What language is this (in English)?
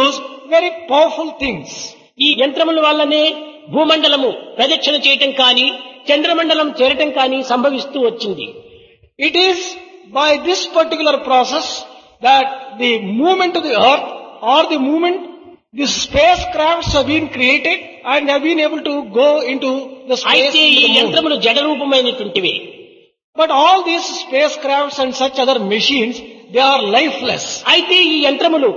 Telugu